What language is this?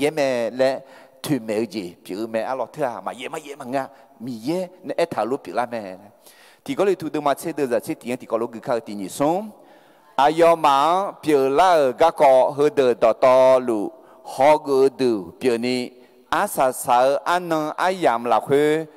Akha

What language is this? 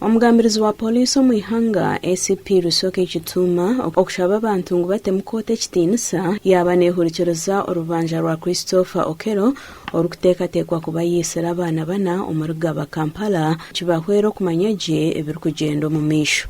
Nyankole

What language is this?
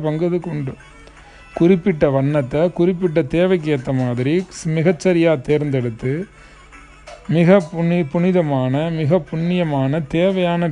Tamil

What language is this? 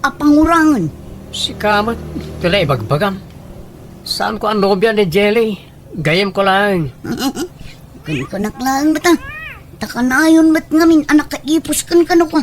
Iloko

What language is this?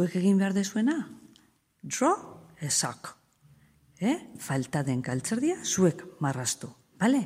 Basque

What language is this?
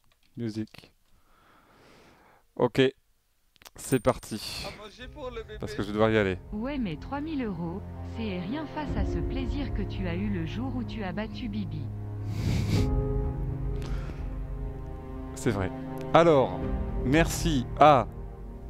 French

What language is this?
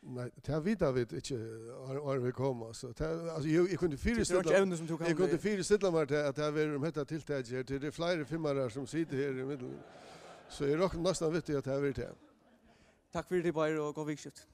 Faroese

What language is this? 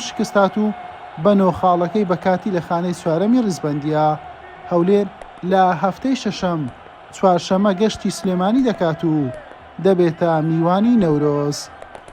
Central Kurdish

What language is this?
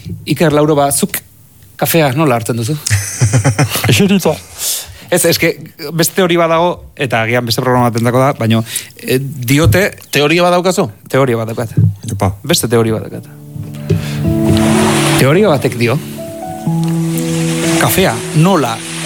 Basque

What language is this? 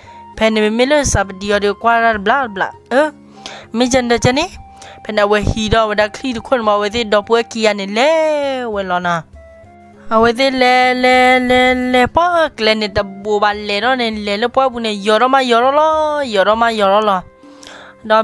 S'gaw Karen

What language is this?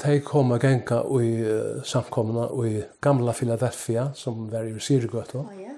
Faroese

